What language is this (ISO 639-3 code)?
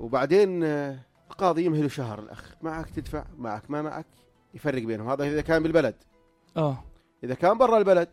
apc